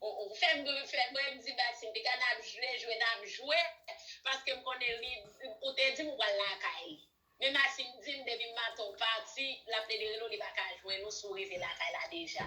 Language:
Haitian Creole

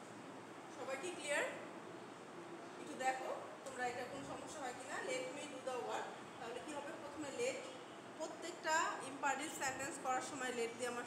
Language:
Bangla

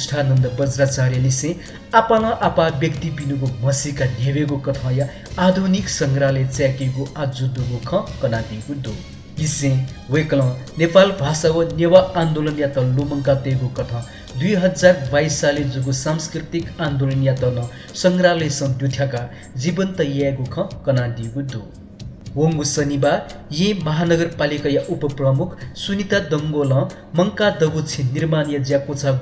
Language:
Newari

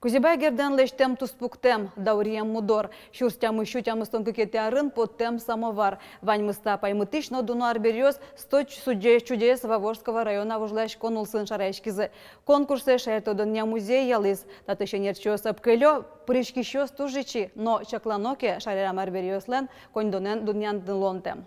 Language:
Udmurt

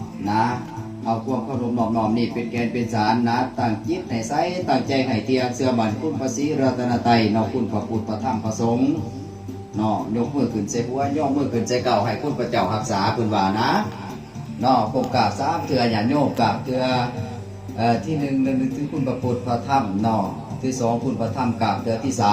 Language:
Lao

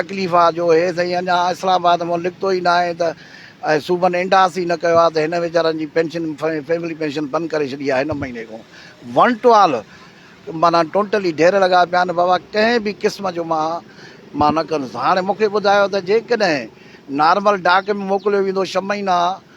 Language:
Sindhi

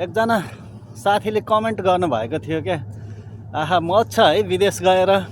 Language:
Nepali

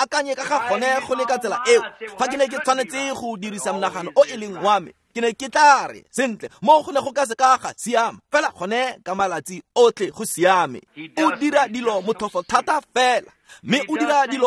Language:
Tswana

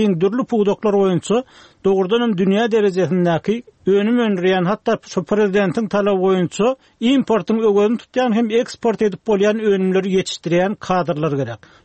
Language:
Turkmen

